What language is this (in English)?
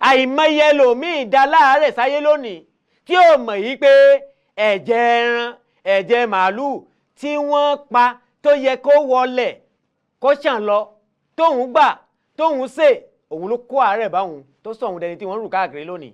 Yoruba